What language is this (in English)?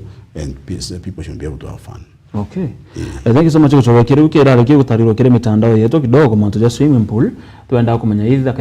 Meru